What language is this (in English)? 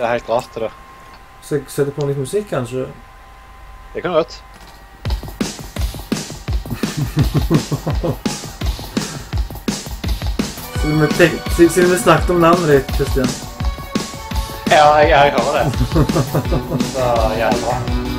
Norwegian